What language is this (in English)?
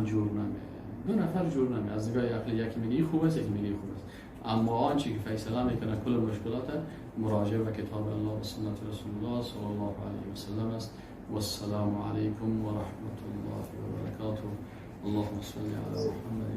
Persian